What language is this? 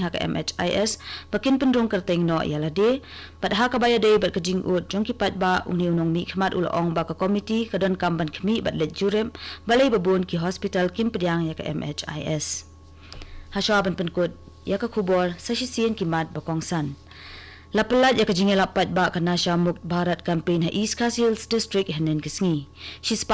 Khasi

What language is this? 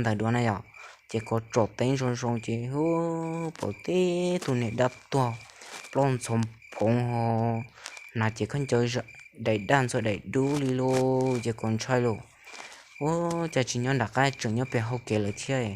Hmong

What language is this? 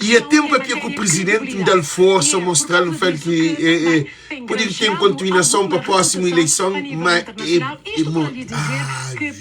Kabuverdianu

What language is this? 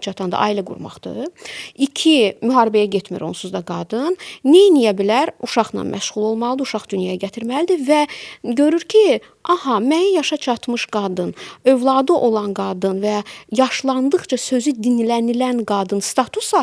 Azerbaijani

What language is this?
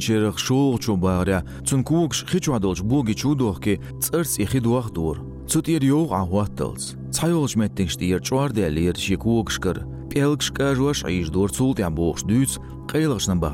Chechen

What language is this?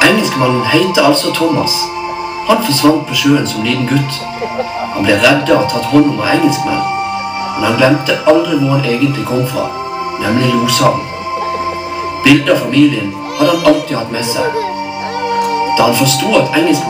Norwegian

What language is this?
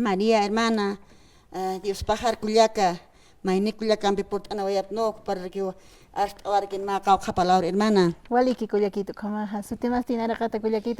Aymara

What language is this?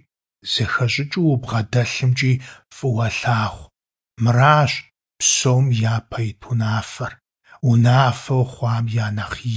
Kabardian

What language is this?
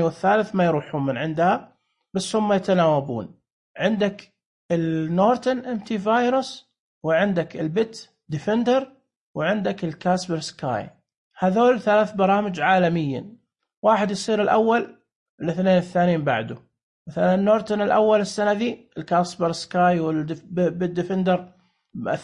Najdi Arabic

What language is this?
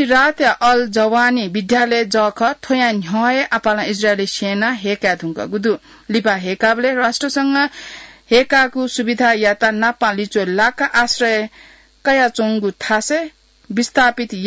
Newari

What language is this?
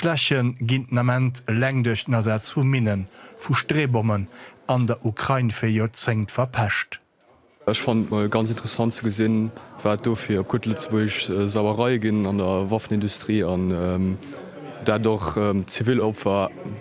Luxembourgish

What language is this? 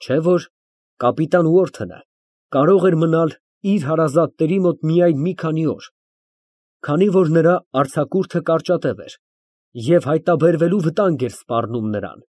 Armenian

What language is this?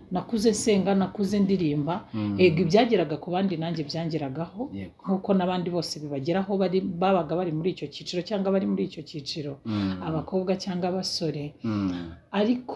Kinyarwanda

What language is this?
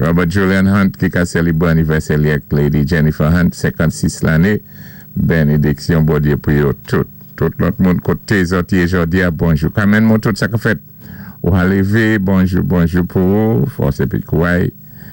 Saint Lucian Creole French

